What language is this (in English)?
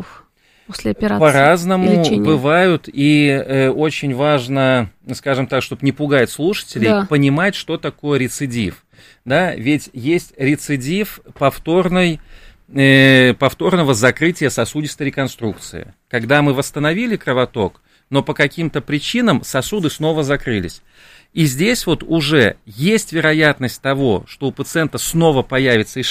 Russian